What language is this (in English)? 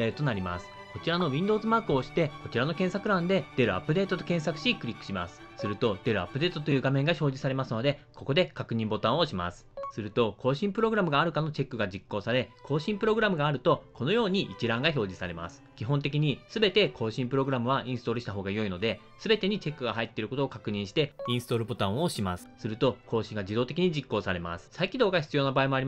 Japanese